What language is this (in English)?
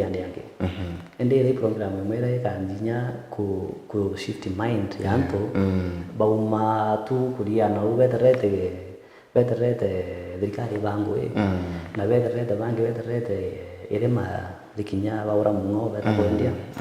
Meru